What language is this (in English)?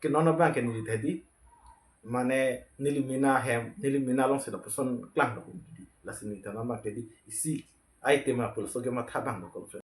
Karbi